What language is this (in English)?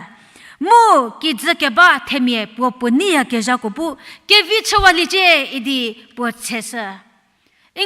Angami Naga